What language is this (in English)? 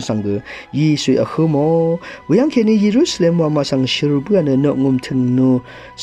Rawang